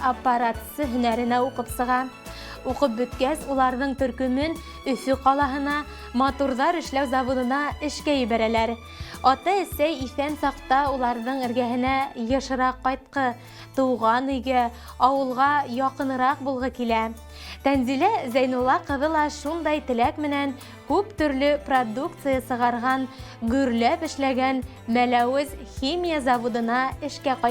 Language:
Bashkir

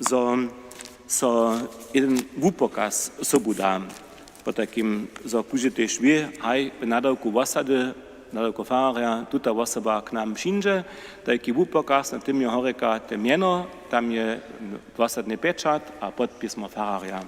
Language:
Upper Sorbian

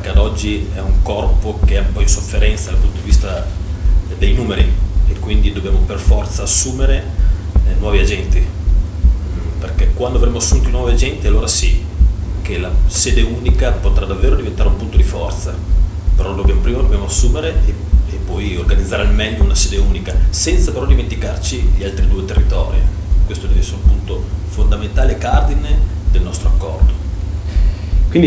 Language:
Italian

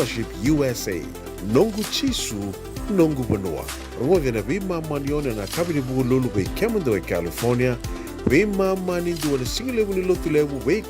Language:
Fijian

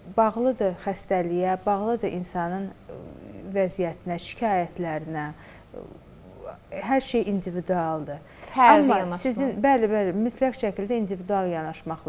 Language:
Azerbaijani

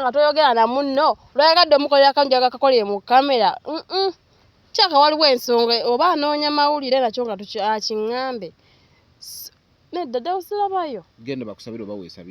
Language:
Ganda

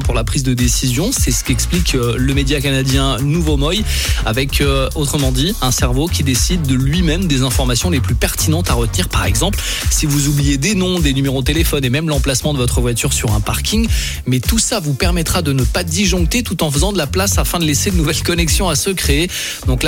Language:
French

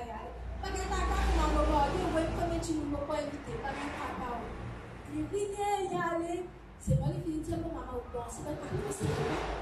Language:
Morisyen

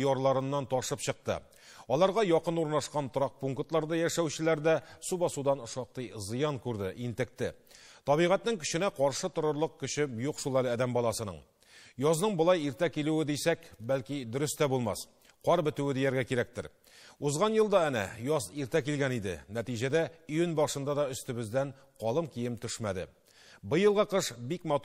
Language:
Tatar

